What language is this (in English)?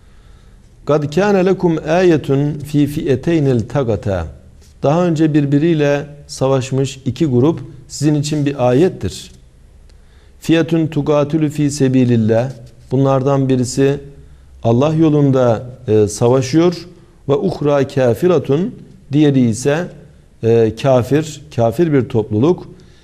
Turkish